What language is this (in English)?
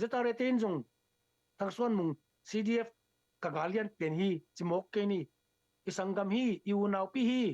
Tedim Chin